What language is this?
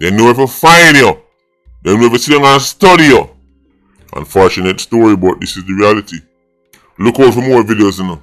Jamaican Creole English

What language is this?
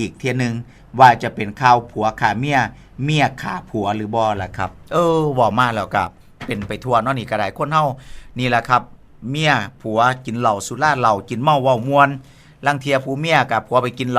Northeastern Thai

